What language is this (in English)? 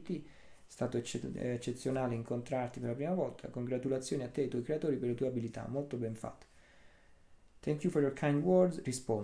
Italian